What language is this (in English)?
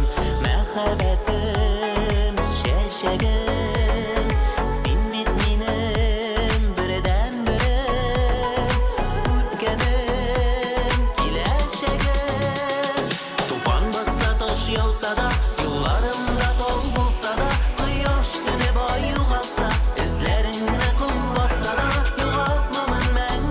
Tatar